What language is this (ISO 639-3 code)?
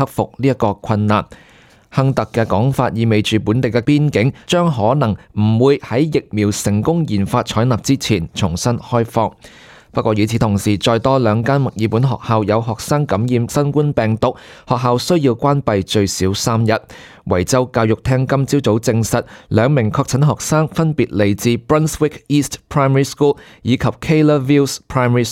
yue